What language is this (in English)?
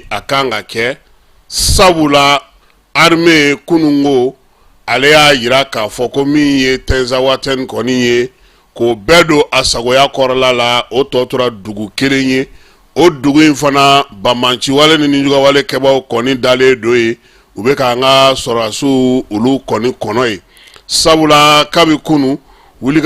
Bambara